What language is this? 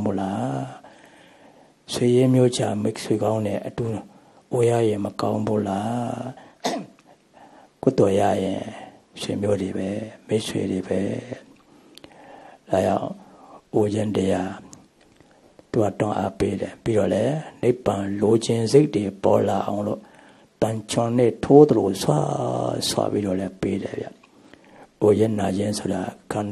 Burmese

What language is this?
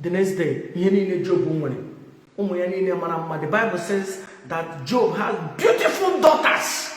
Igbo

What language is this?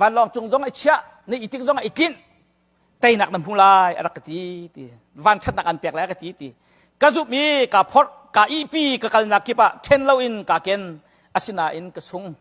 Hakha Chin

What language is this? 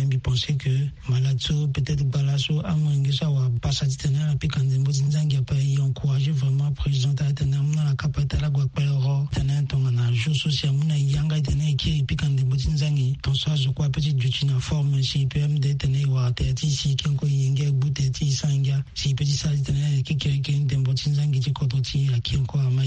Sango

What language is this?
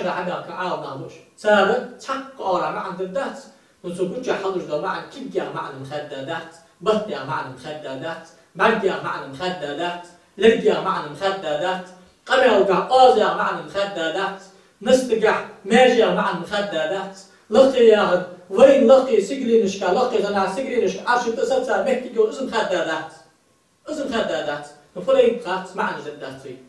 Ingush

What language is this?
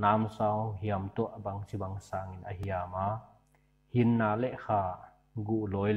Paite Chin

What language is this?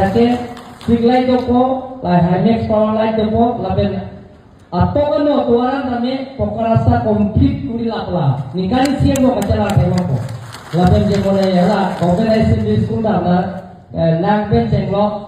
Karbi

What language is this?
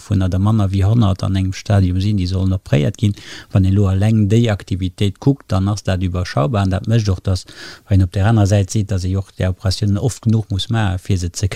Luxembourgish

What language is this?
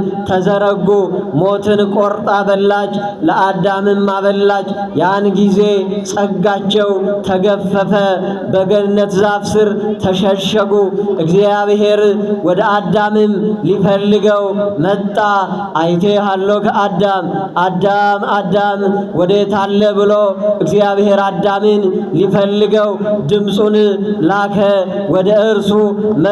Amharic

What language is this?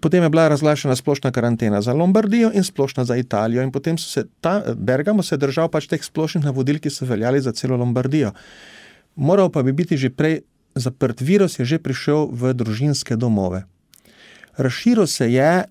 Slovenian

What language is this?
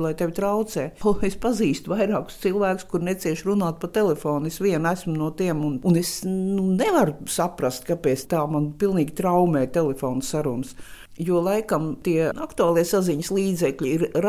Latvian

